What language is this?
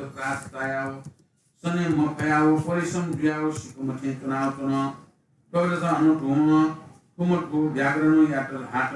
Newari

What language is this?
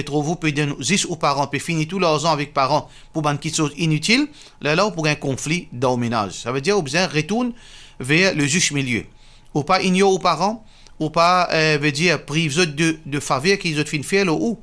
Morisyen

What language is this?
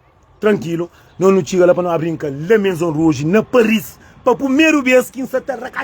Kabuverdianu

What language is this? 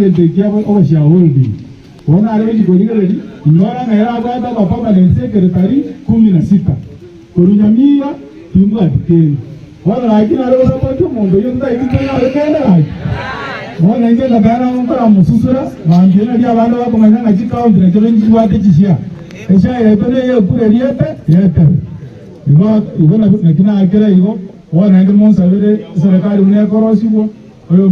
Gusii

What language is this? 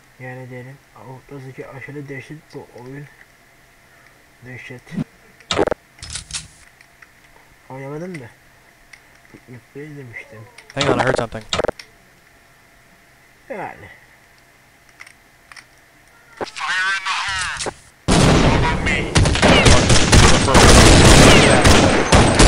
Turkish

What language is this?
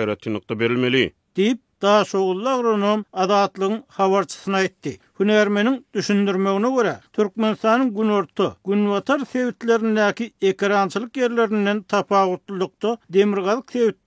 Turkmen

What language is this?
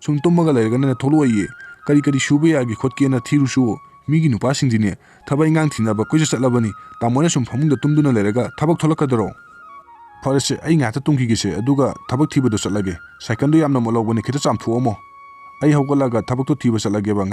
Manipuri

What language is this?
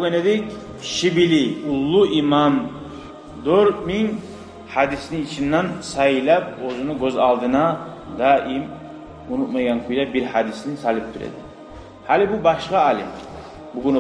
Kumyk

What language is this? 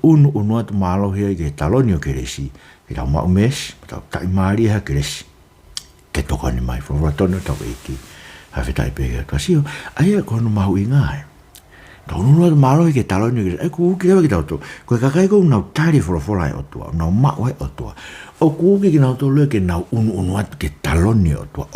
Tongan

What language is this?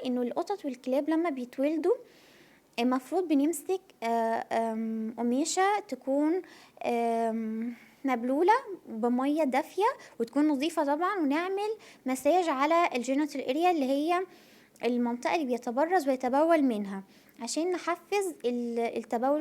Egyptian Arabic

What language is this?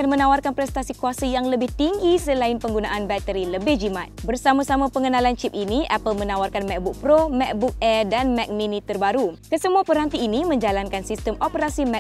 Malay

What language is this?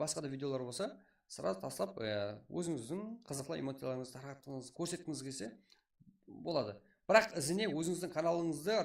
Kara-Kalpak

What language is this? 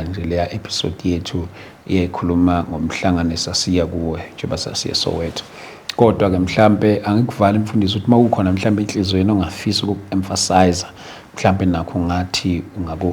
Zulu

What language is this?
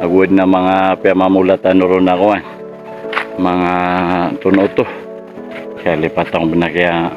Maranao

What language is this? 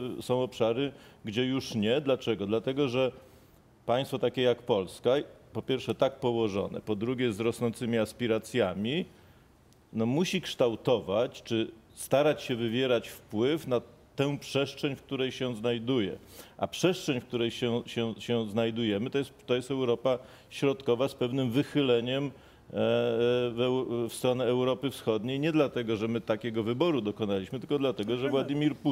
Polish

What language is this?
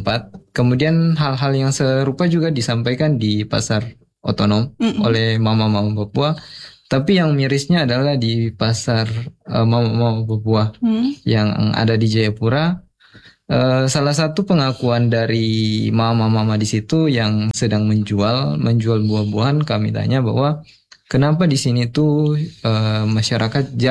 Indonesian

